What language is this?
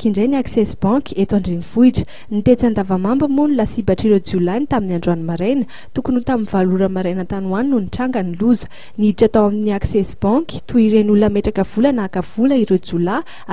Malagasy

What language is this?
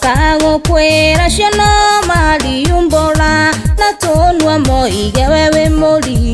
Kikuyu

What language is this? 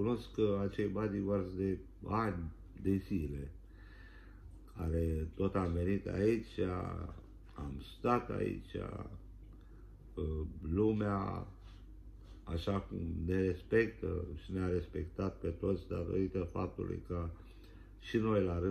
Romanian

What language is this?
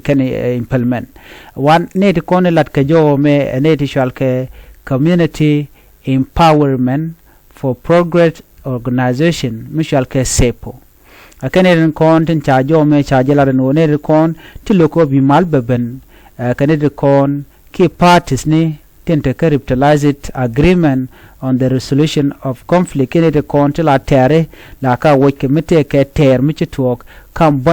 Nuer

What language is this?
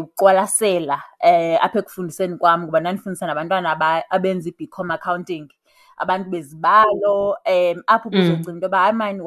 Xhosa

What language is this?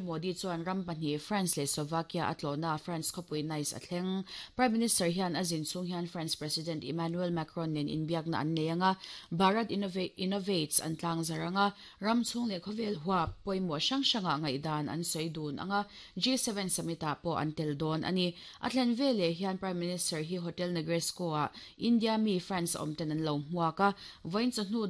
Mizo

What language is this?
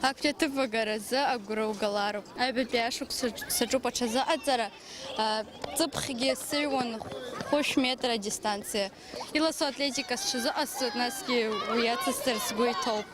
Abkhazian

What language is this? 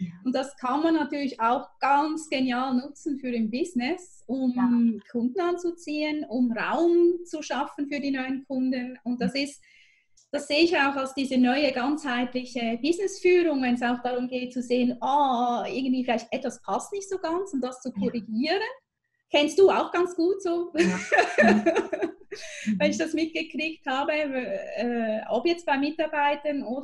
German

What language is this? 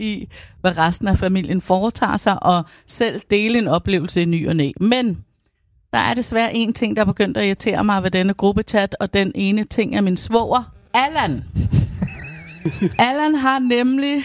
Danish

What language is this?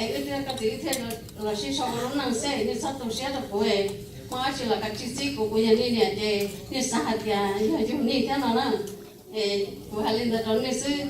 Hmong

